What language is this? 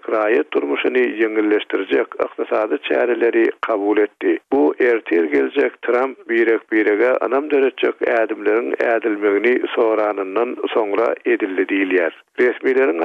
Turkmen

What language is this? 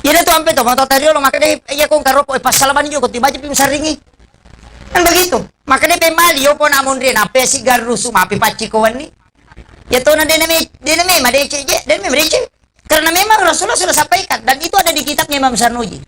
Buginese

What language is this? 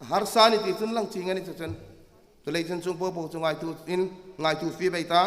Hmar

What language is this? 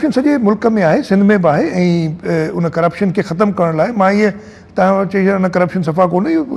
Sindhi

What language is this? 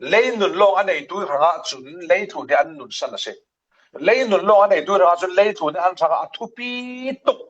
Falam Chin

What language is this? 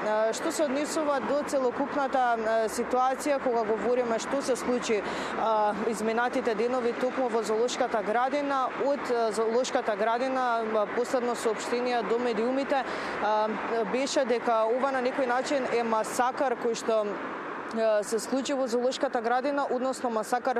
Macedonian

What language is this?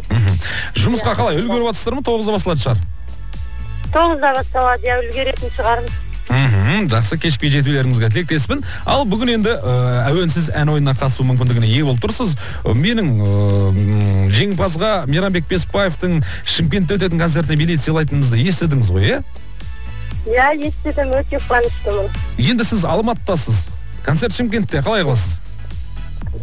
Kazakh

